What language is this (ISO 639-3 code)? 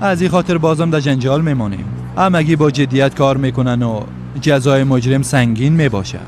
fas